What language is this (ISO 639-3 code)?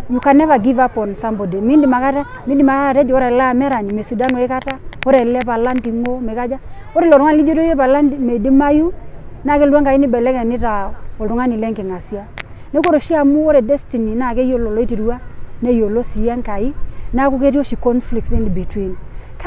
mas